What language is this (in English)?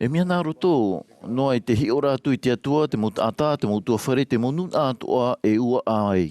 Tahitian